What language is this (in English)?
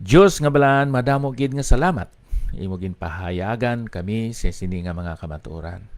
Hiligaynon